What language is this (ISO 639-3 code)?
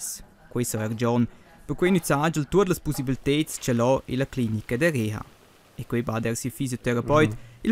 roh